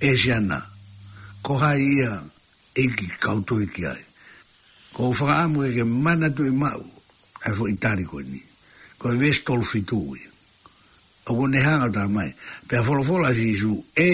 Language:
Tongan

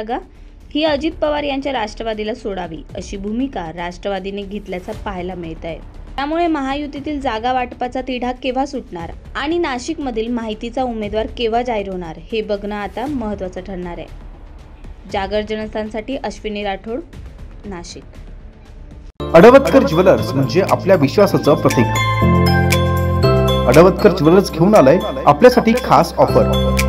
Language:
Marathi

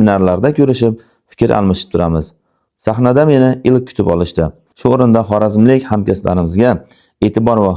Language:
Uzbek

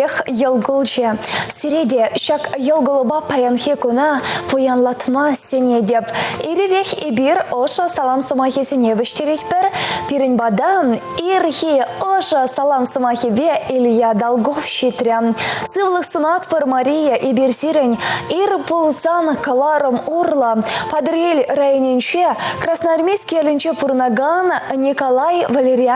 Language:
Chuvash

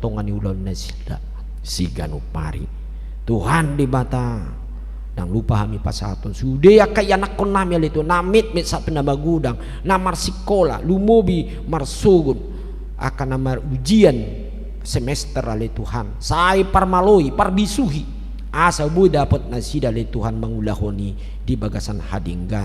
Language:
Batak Toba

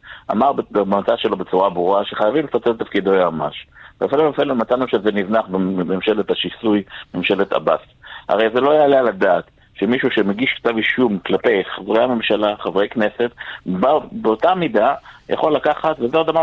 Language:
Hebrew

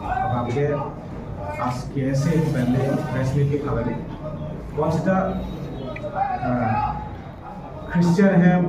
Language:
Karbi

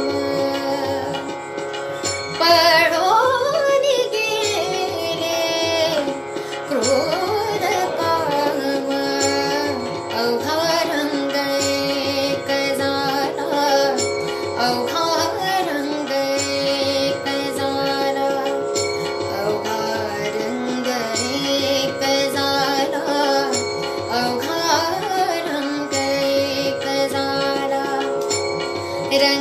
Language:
Marathi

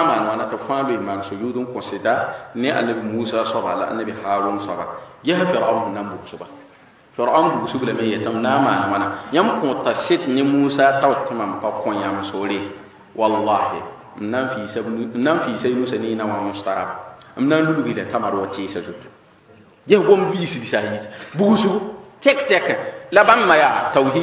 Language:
Mossi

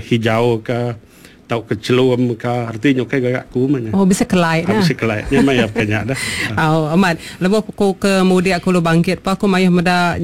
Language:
Iban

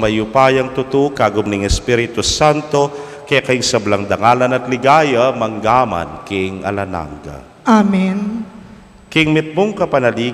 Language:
Pampanga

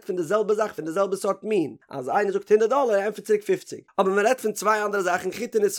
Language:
Yiddish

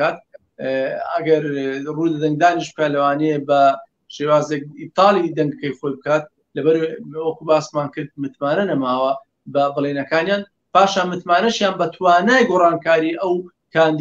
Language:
Central Kurdish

